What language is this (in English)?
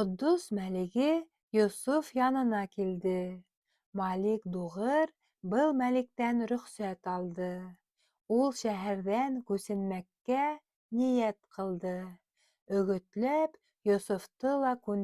Bashkir